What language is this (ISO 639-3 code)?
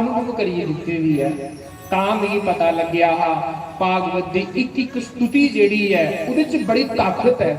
doi